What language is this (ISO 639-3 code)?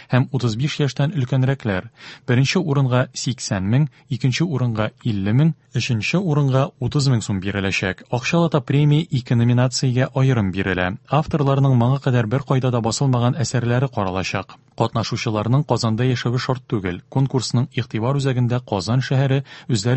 tat